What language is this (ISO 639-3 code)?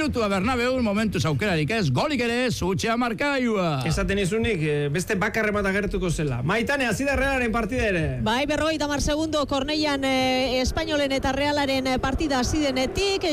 eus